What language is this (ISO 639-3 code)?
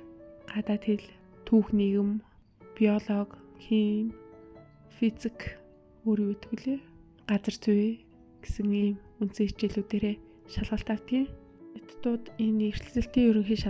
mon